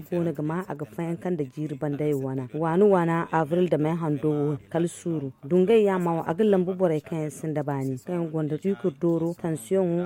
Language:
Zarma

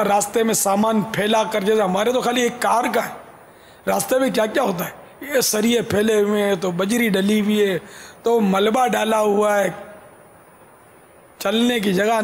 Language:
Urdu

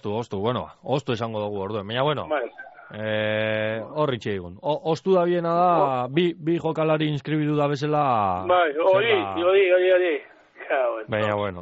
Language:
Basque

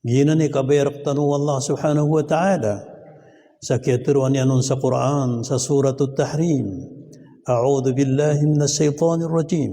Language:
Maranao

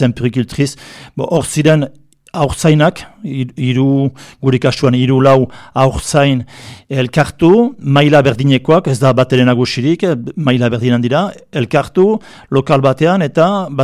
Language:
Basque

